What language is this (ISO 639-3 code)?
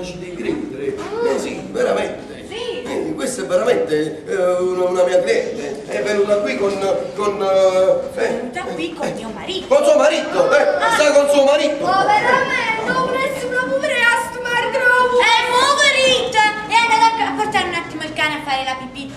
nap